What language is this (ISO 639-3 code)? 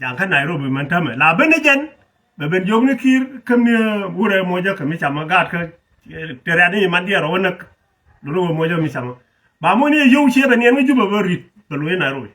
nus